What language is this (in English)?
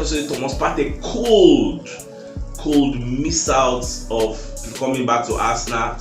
Nigerian Pidgin